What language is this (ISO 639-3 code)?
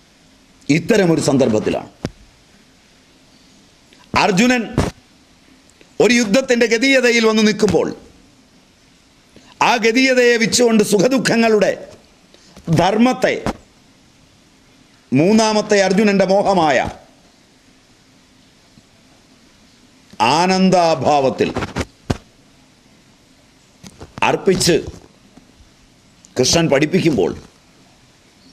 mal